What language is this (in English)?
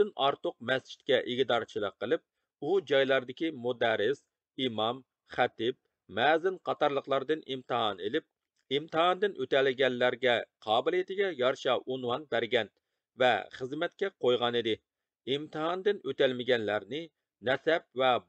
Uyghur